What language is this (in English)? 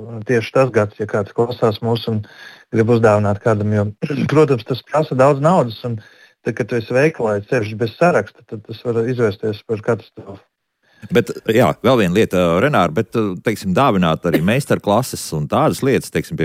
Latvian